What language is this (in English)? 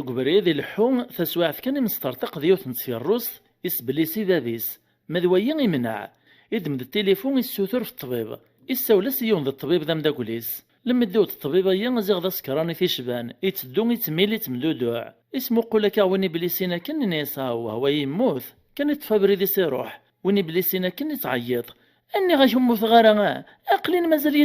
Kabyle